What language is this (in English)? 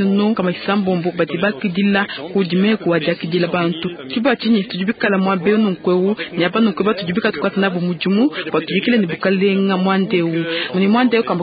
Luba-Lulua